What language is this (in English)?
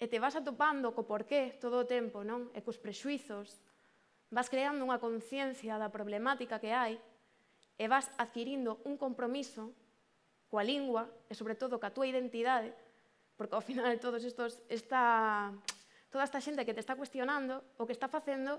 Galician